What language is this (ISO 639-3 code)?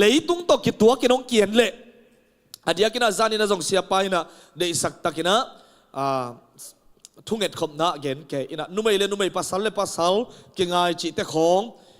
ctd